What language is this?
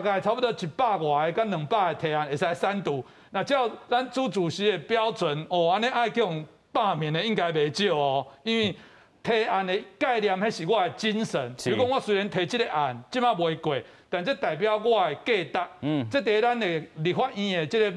Min Nan Chinese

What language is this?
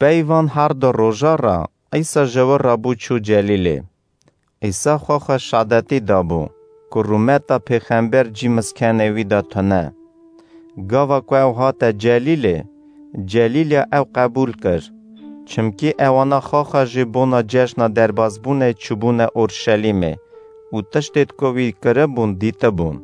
Kurdish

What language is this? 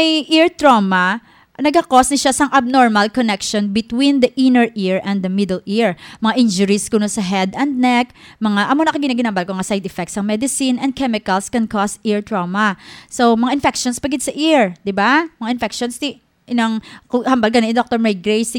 Hiligaynon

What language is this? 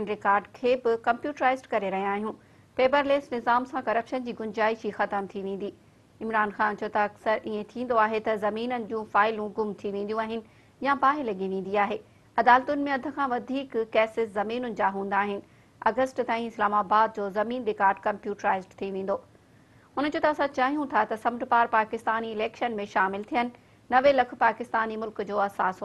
Sindhi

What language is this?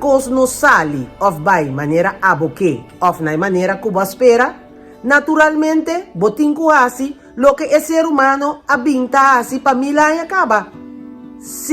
Papiamento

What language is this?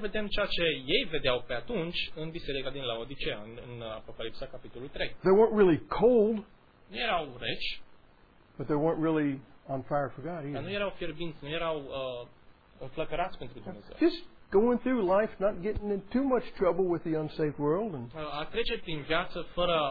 Romanian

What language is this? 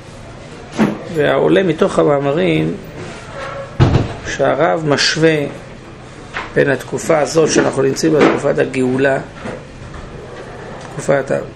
Hebrew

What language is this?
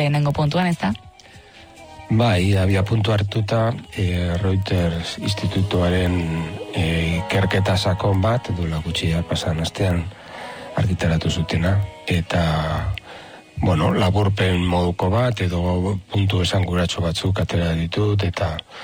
Basque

